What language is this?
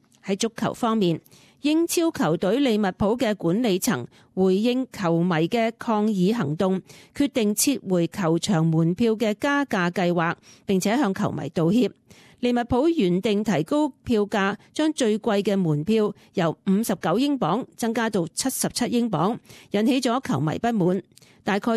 Cantonese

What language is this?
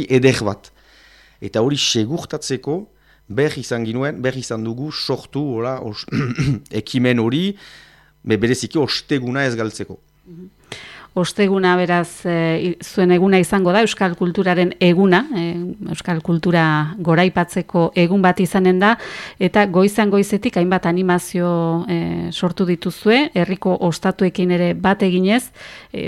Basque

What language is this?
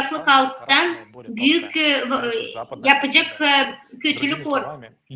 Gagauz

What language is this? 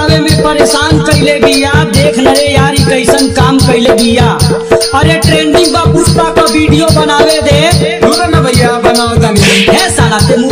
Bhojpuri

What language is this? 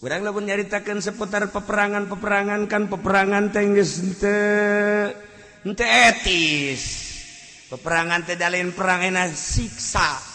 Sundanese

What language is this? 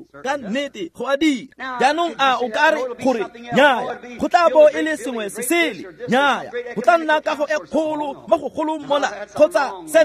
Tswana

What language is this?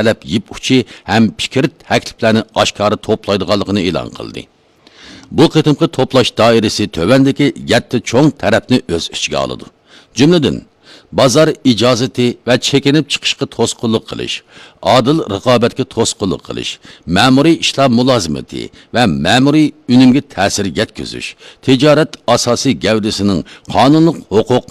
Uyghur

